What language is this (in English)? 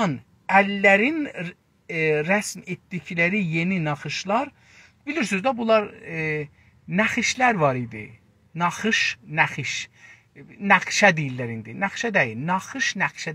South Azerbaijani